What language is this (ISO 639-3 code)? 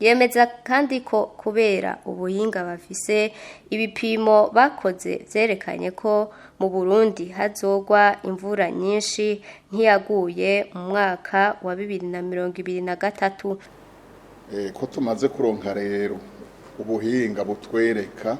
run